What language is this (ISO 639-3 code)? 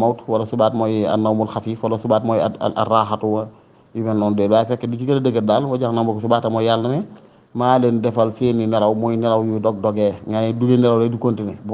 wol